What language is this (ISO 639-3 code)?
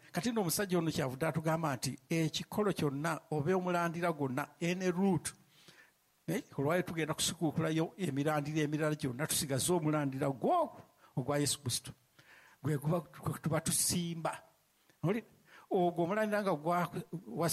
lug